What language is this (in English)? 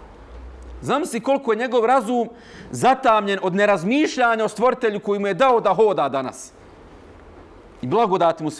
Bosnian